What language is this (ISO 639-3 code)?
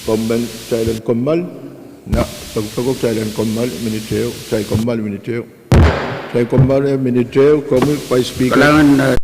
pon